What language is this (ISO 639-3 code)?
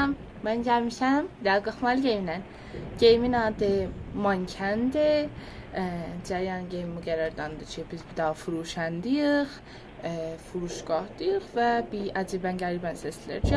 azb